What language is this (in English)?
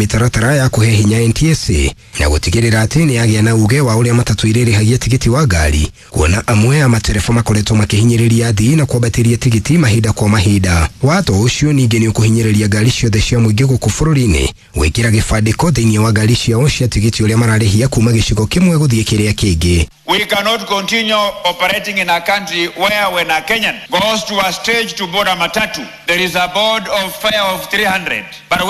Kikuyu